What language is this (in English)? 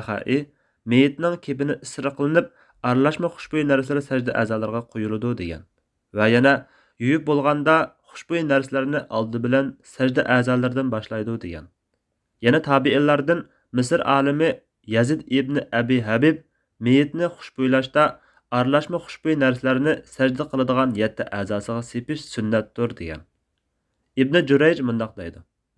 Uyghur